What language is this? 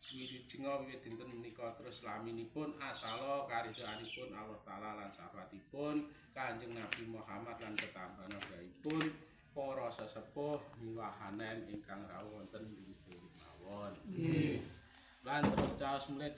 Javanese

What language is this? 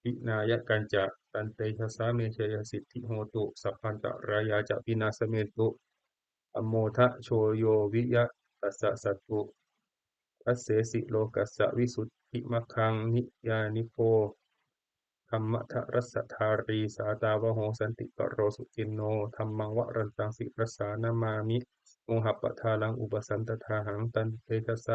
Pali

